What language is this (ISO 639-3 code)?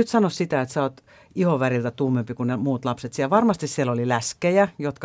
fin